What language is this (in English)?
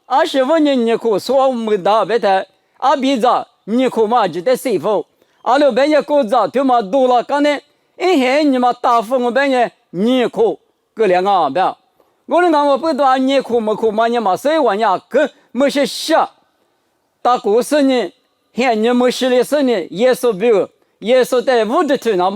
Lisu